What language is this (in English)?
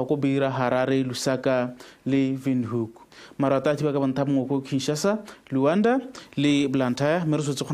Tswana